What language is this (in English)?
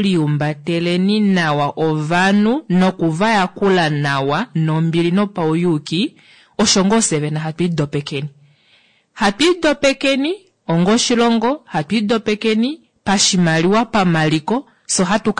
Kuanyama